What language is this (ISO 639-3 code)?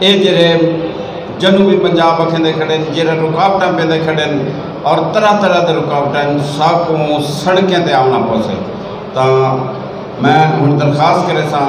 skr